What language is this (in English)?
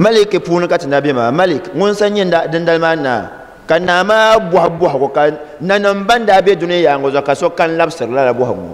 Dagbani